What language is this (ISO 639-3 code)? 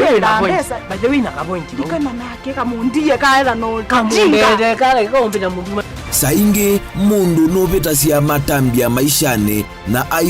kam